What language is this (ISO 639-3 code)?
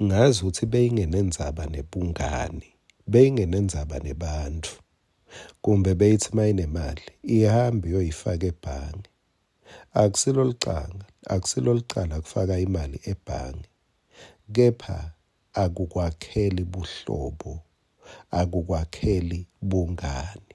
ssw